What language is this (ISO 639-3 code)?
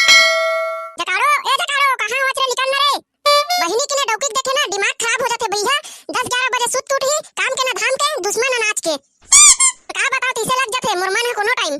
hne